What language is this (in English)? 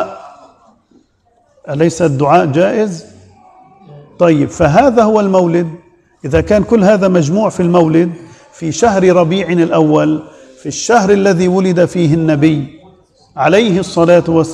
Arabic